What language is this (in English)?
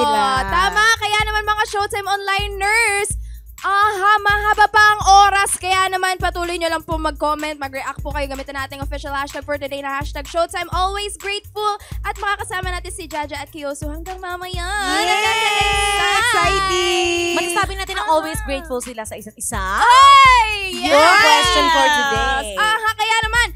Filipino